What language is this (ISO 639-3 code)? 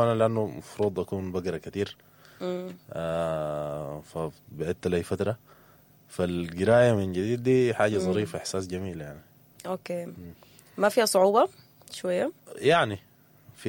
apd